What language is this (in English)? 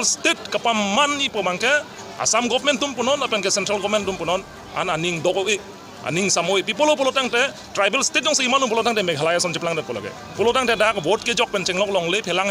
Karbi